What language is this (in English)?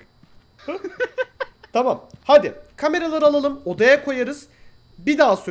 Turkish